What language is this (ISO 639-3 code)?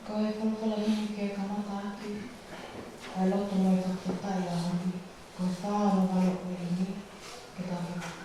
ton